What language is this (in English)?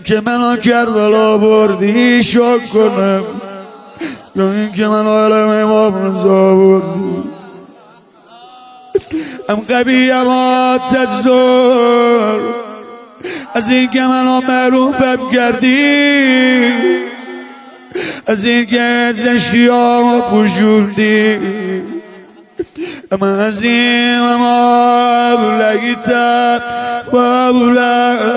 Persian